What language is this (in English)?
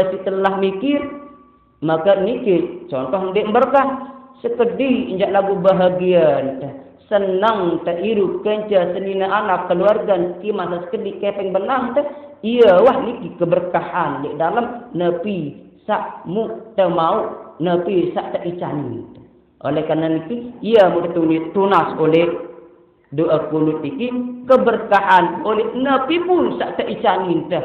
Sasak